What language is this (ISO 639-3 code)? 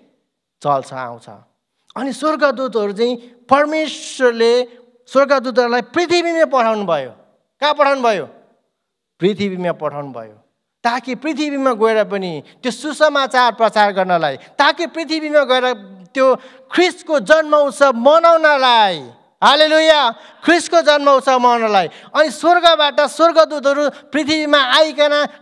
nep